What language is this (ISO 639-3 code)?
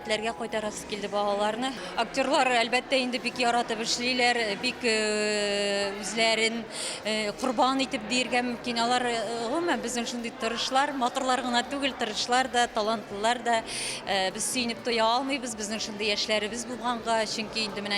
tat